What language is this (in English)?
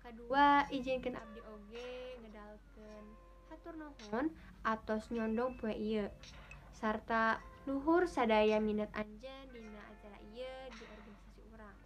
Sundanese